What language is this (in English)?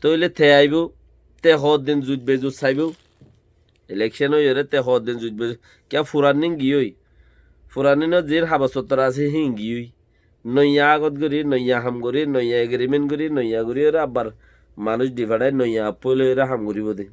Rohingya